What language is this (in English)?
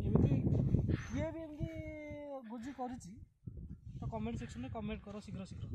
Odia